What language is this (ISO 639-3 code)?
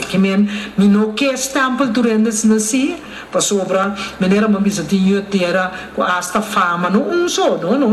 pap